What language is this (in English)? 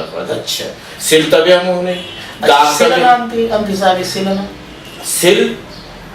Brahui